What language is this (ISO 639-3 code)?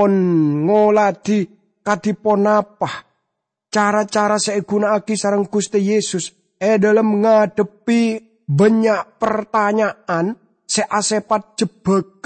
mad